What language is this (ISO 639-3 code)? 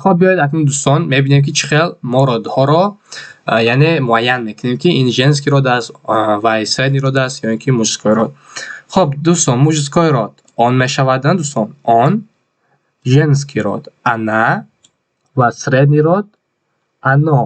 tgk